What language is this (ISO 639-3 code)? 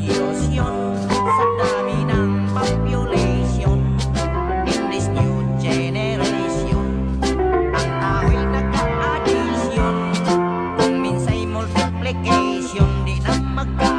fil